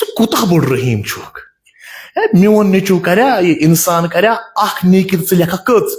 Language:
Kashmiri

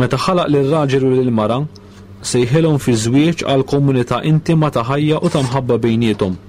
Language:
Maltese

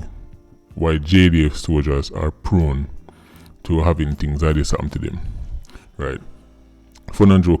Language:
Jamaican Creole English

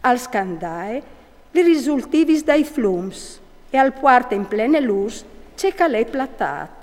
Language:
Friulian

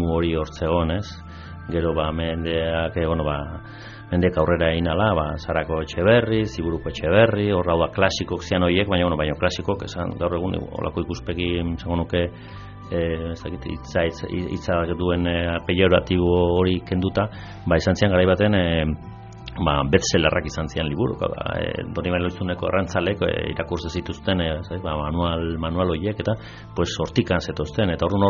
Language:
Basque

